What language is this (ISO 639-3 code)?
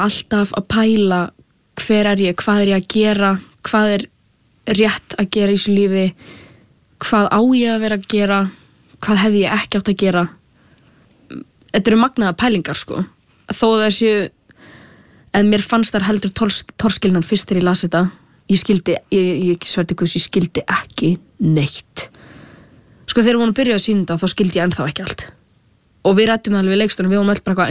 isl